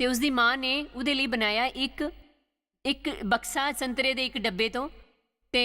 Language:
Dogri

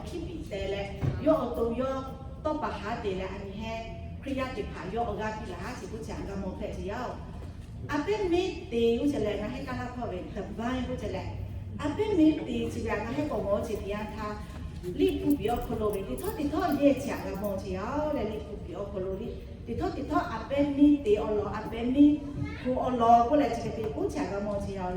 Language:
Lahu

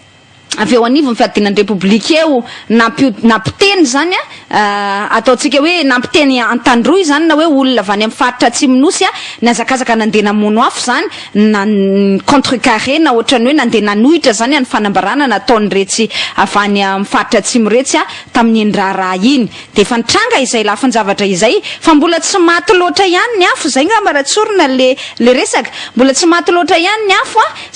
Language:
Malagasy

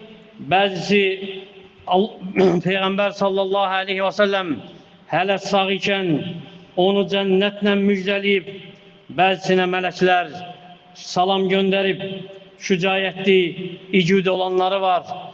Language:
Azerbaijani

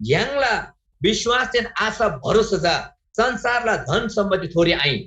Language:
Eastern Tamang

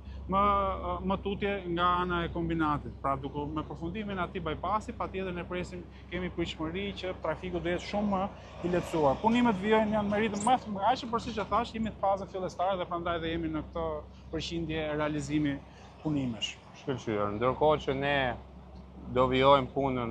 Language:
Albanian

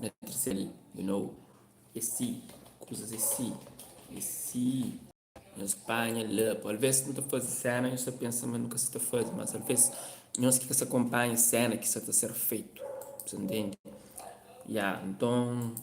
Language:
Kabuverdianu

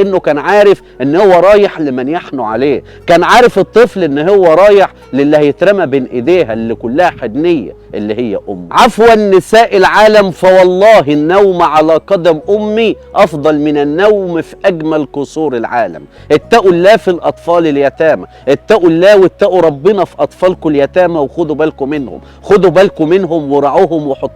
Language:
Egyptian Arabic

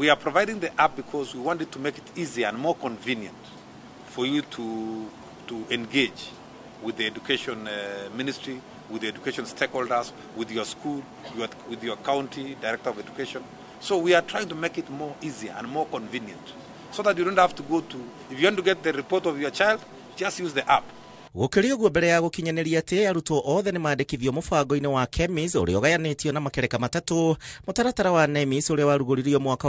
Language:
Kikuyu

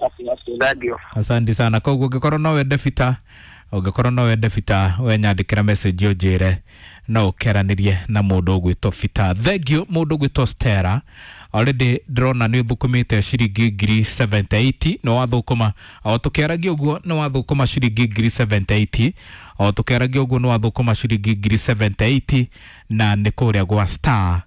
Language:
Kikuyu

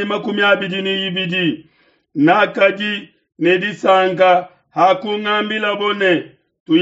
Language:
Luba-Lulua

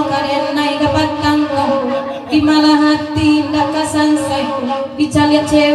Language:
Minangkabau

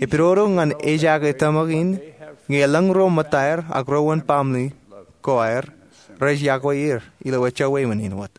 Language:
Marshallese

